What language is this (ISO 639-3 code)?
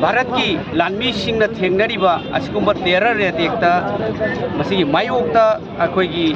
mni